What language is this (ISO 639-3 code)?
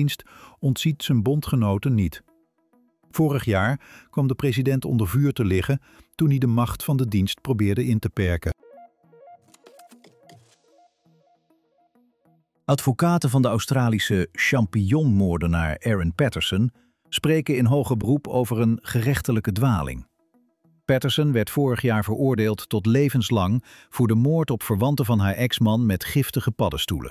nld